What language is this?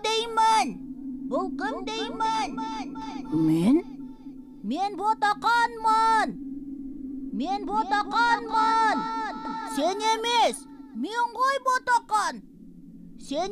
Kazakh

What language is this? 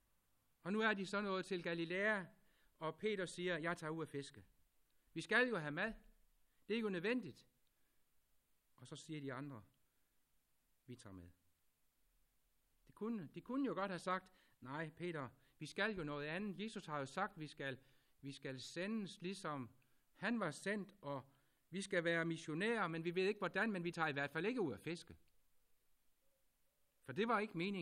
Danish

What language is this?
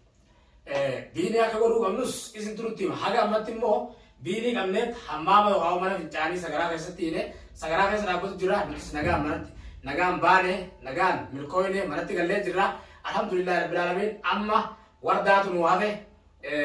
Oromo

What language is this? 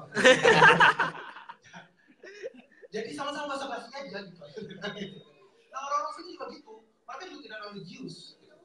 Indonesian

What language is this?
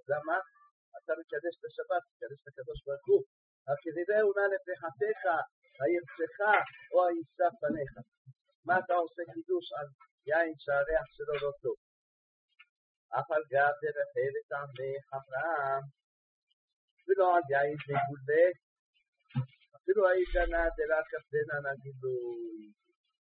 Hebrew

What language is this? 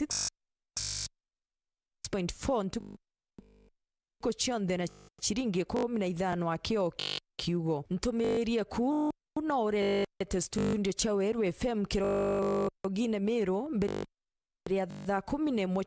Meru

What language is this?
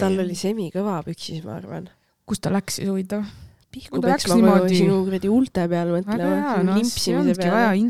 Estonian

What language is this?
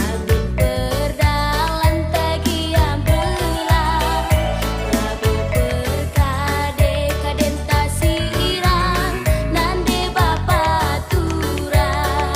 Batak Karo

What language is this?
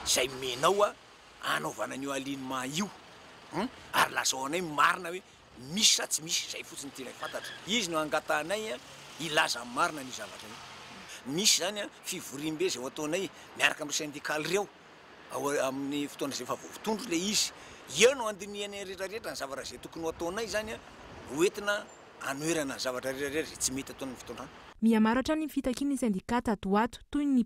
Malagasy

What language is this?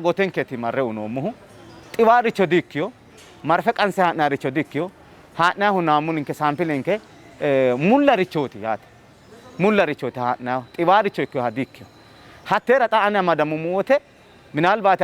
Sidamo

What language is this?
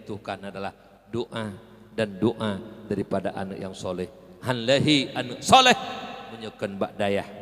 Achinese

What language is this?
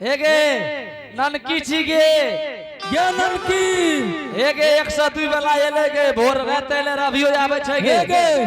Angika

